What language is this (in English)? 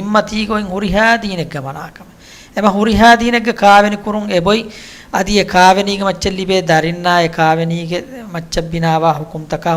Divehi